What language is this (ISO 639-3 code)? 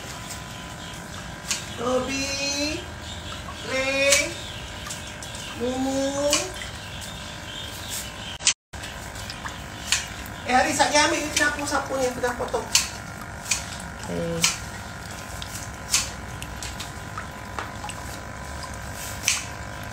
msa